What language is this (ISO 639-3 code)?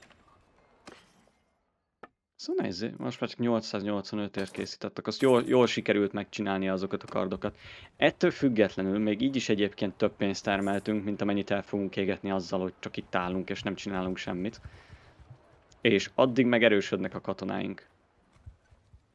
hun